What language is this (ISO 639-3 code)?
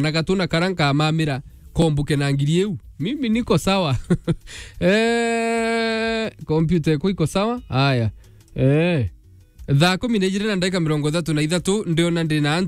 mer